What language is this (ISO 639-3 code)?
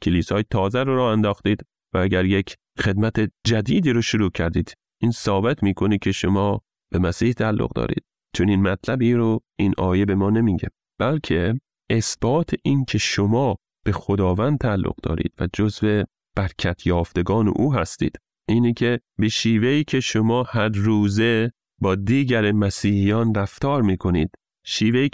fas